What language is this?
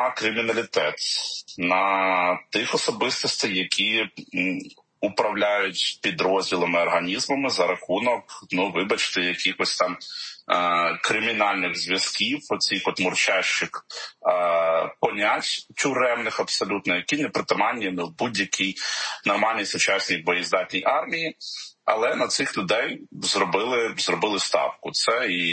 Ukrainian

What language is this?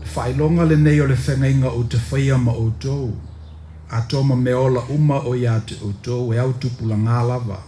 Samoan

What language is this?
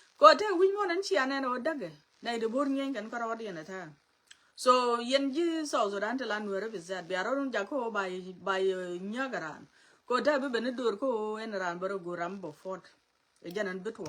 Nuer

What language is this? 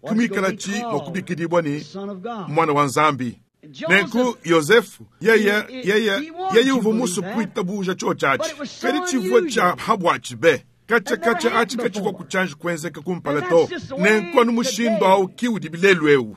Luba-Lulua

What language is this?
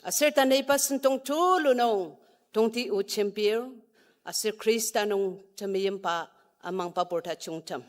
Ao Naga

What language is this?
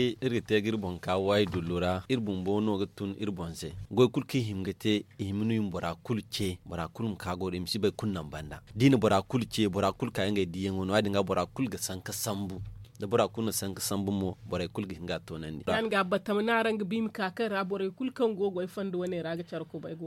Zarma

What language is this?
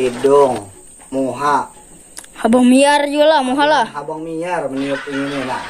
Banjar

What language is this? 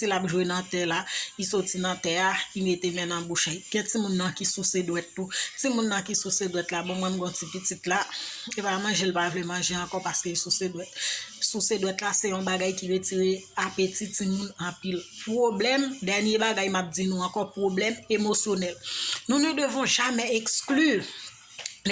Haitian Creole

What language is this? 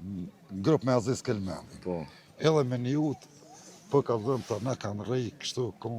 Albanian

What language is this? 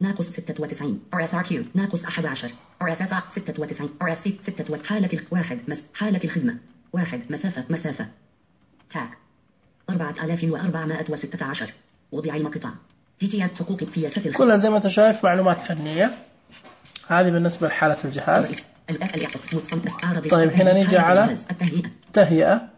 Najdi Arabic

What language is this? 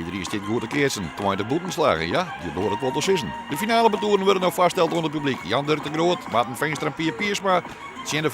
Western Frisian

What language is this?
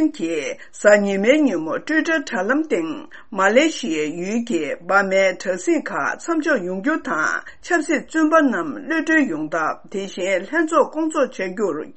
Tibetan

